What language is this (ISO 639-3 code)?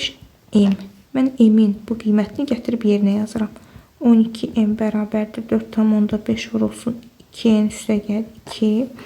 aze